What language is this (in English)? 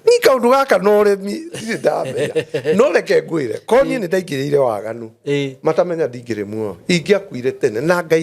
Kikuyu